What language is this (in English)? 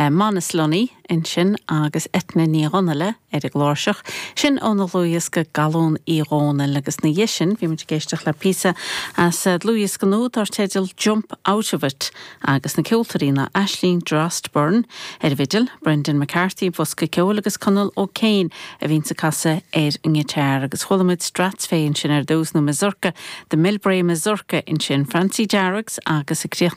Irish